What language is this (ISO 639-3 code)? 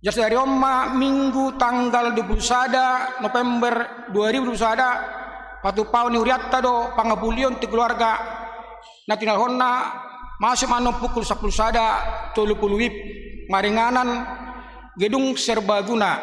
bbc